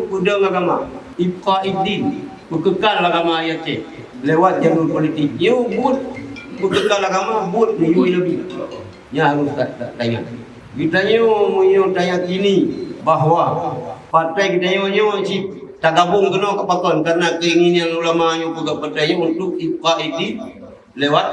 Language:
Achinese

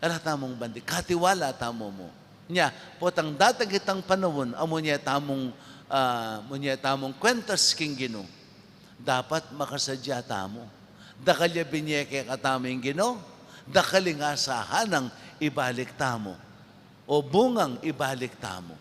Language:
Pampanga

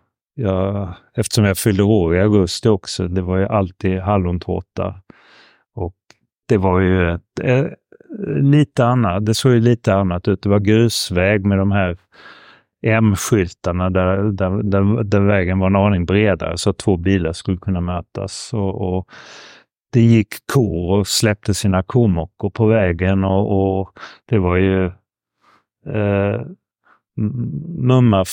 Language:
Swedish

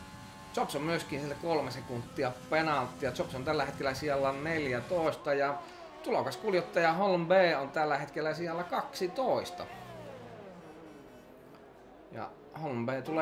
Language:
Finnish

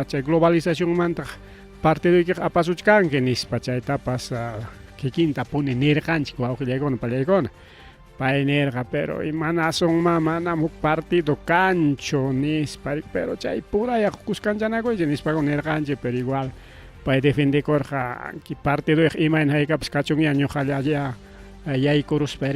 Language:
Ayacucho Quechua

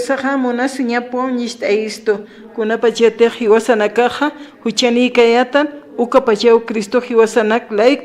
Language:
Aymara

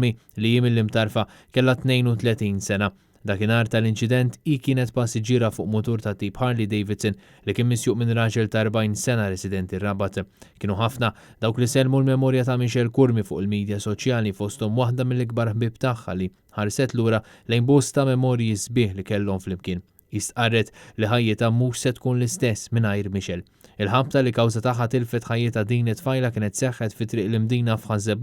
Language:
Maltese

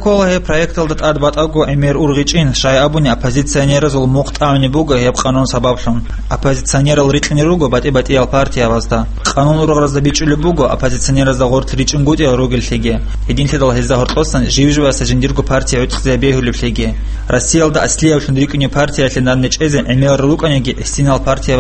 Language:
Avaric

